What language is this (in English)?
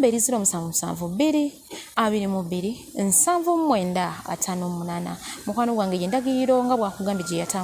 Ganda